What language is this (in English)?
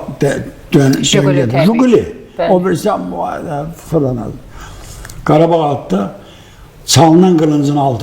Azerbaijani